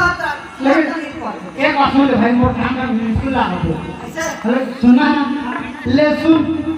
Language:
Chhattisgarhi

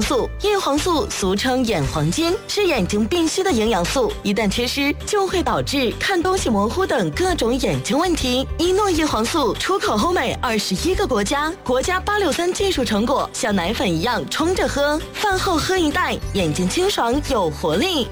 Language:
Chinese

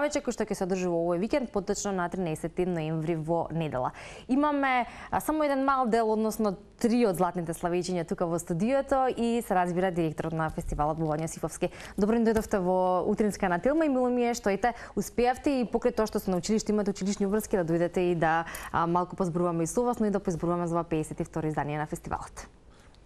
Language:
Macedonian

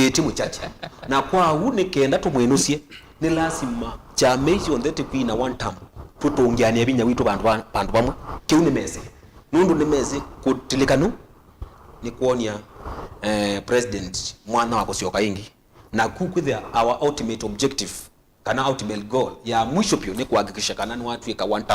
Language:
Kamba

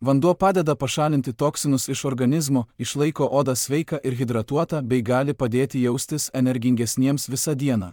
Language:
Lithuanian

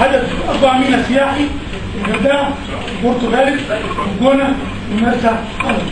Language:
Egyptian Arabic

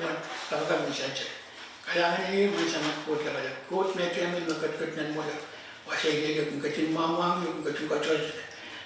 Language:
Pohnpeian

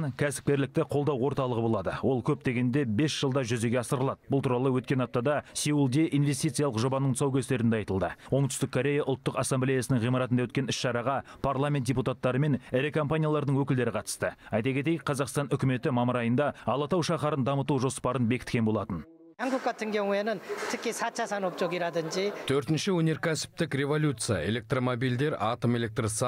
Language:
Kazakh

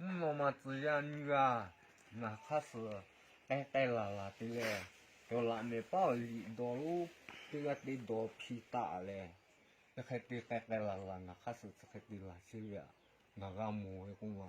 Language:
Lahu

